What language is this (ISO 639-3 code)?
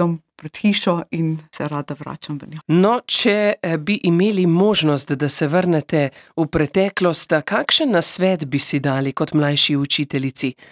slv